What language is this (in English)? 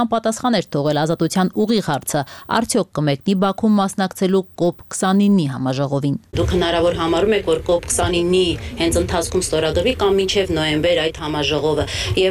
Armenian